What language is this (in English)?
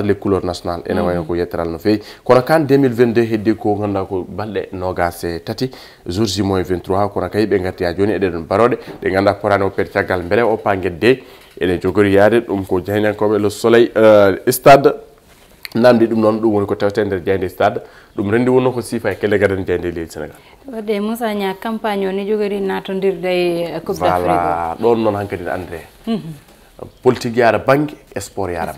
Fula